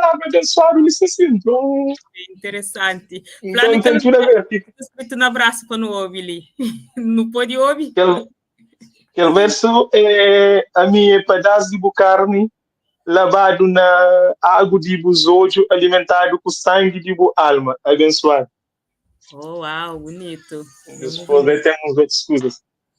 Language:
Kabuverdianu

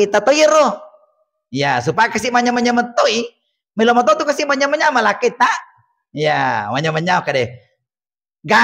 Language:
Buginese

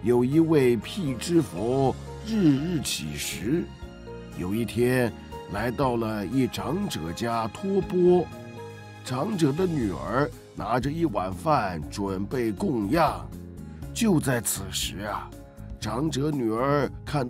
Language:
Chinese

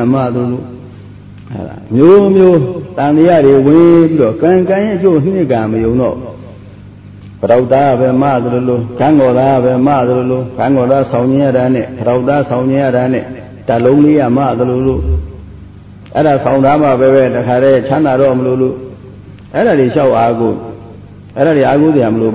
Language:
Burmese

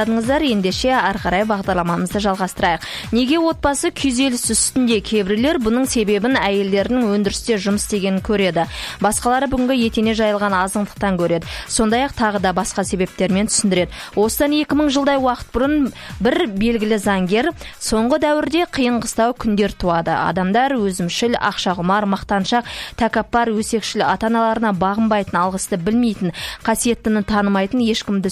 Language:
Kazakh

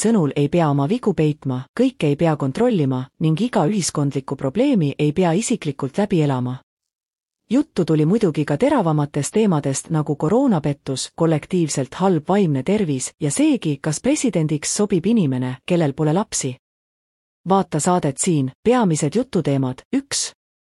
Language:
Estonian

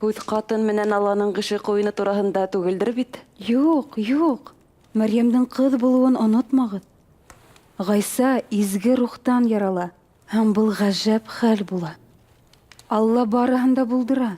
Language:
Bashkir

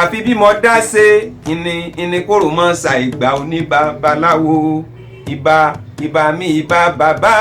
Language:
Yoruba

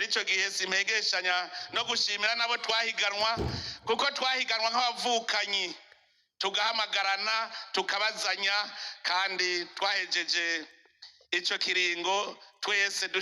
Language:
Rundi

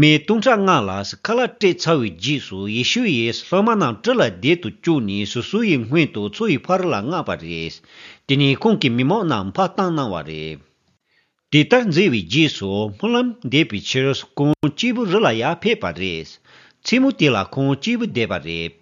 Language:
Tibetan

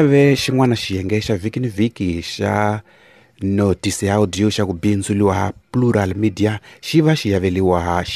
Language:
Tsonga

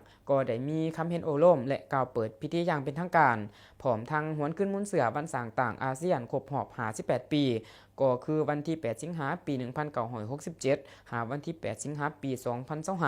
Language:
Lao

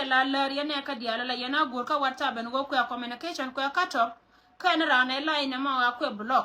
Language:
Nuer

